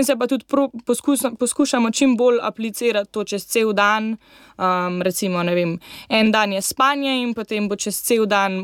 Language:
Slovenian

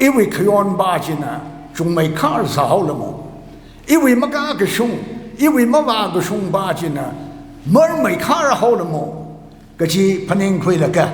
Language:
Tangkhul Naga (India)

